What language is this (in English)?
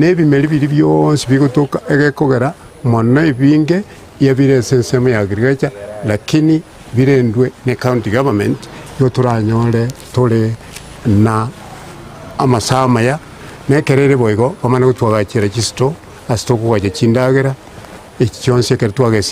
Gusii